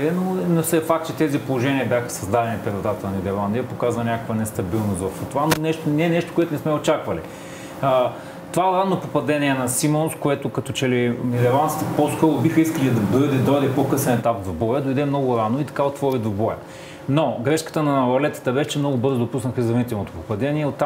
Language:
Bulgarian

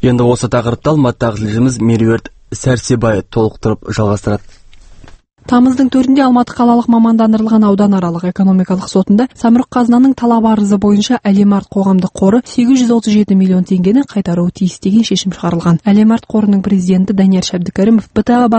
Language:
Kazakh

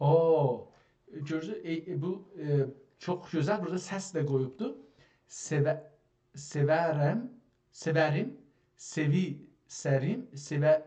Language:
South Azerbaijani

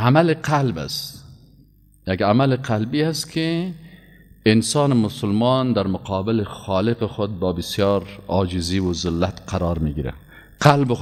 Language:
Persian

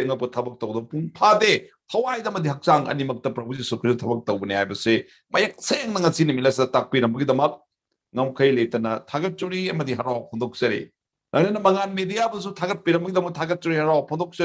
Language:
Manipuri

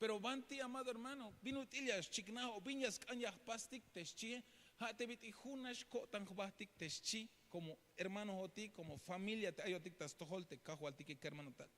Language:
Tzeltal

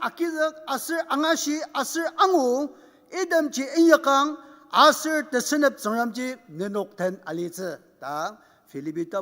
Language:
Ao Naga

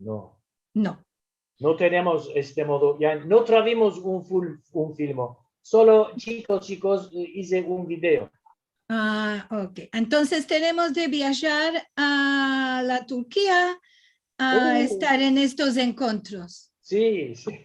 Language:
Ladino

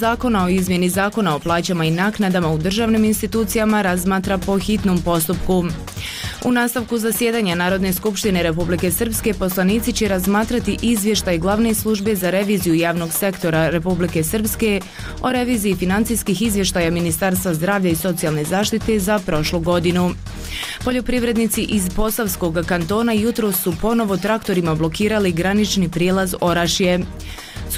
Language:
Bosnian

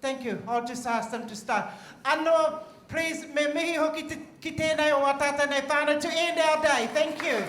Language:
Māori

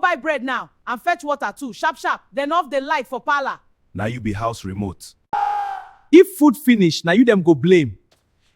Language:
Nigerian Pidgin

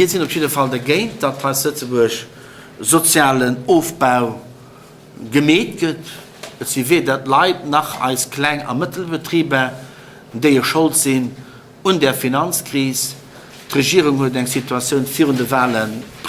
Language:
Luxembourgish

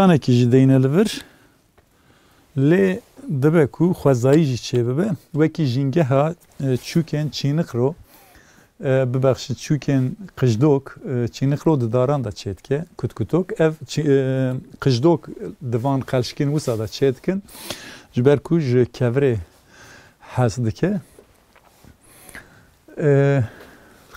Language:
Kurdish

